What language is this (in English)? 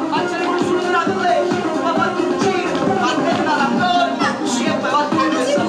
Neapolitan